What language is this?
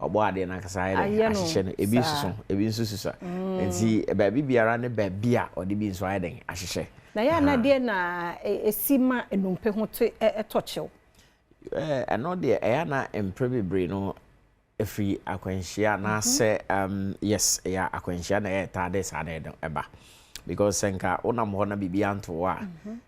Akan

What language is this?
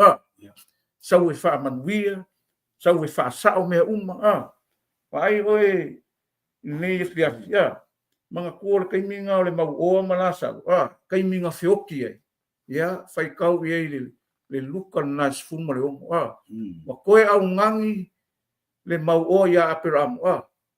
Samoan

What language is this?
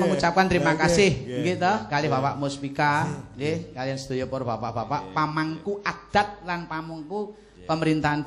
Javanese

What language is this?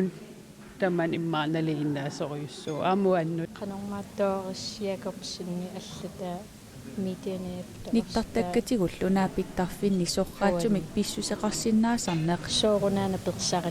Kalaallisut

